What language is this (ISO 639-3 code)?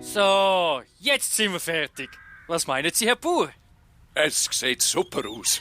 gsw